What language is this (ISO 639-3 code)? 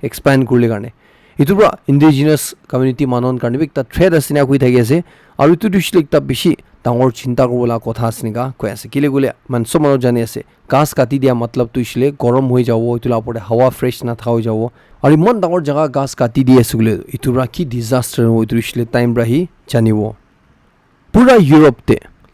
nag